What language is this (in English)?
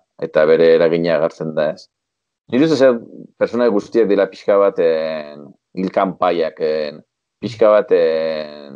Basque